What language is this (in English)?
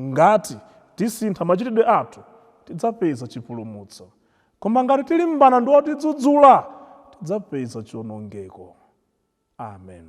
Nyanja